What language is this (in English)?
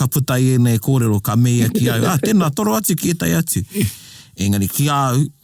Māori